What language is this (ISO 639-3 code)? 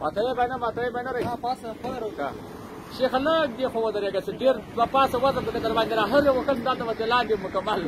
pus